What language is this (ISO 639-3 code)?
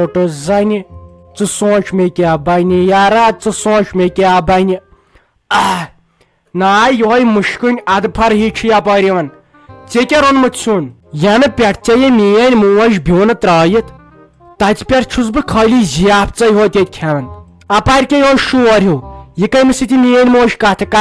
kas